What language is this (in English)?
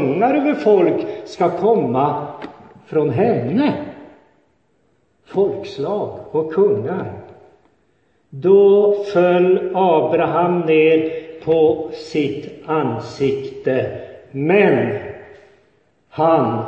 Swedish